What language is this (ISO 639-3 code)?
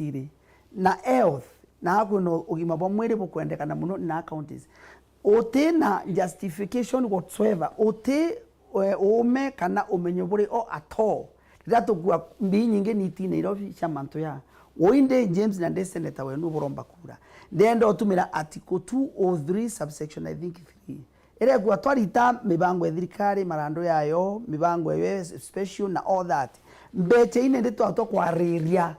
mer